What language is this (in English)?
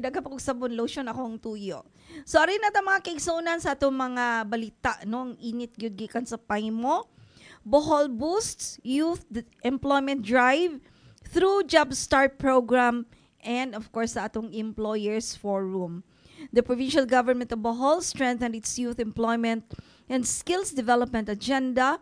Cebuano